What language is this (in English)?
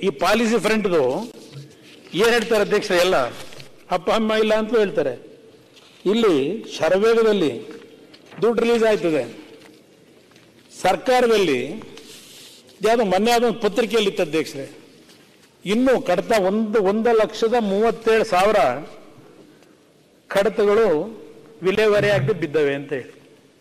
Kannada